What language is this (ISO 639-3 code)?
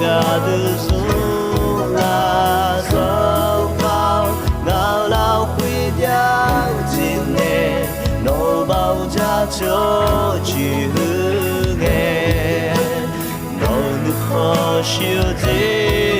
ahk